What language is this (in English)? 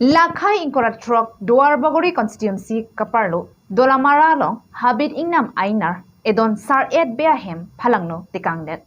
Karbi